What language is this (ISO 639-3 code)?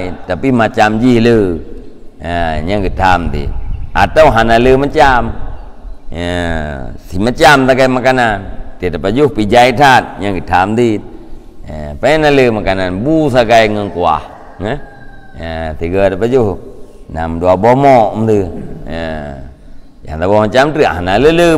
ace